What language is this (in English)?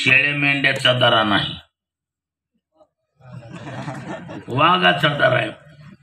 Marathi